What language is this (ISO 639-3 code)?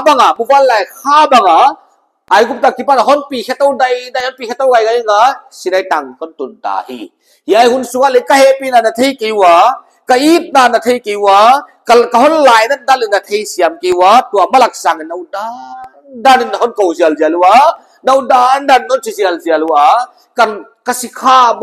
pck